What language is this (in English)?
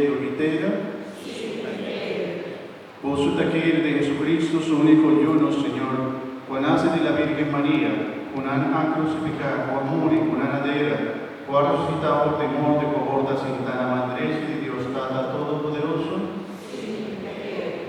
Papiamento